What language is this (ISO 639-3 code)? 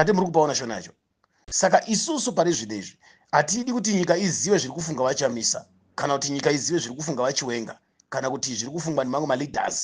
sna